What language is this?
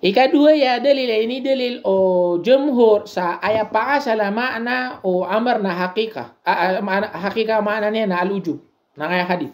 Maranao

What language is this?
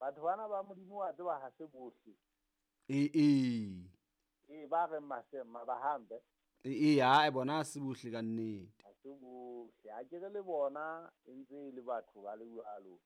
Southern Sotho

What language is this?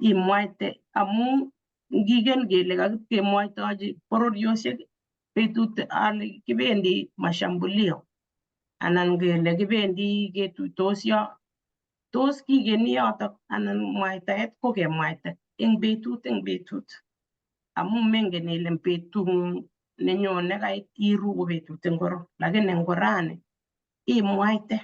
Kalenjin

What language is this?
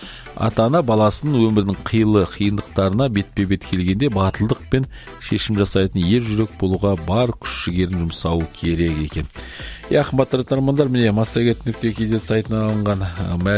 Kazakh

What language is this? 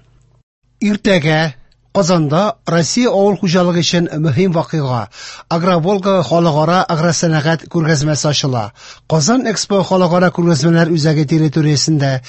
Tatar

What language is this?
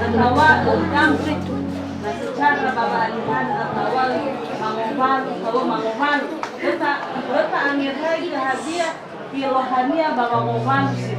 Nias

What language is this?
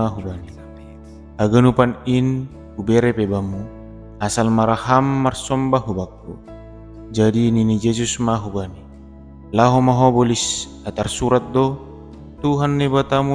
Batak Simalungun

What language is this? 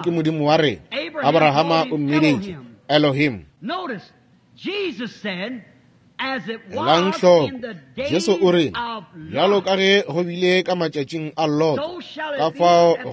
Northern Sotho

